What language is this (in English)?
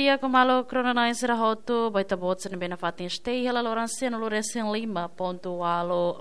Tetum